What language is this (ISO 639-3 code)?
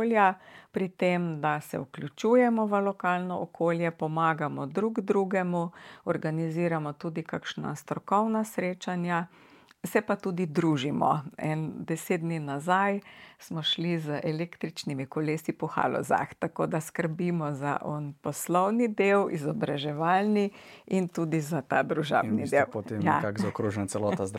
slv